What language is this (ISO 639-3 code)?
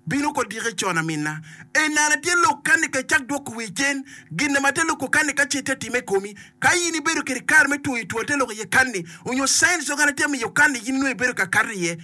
ach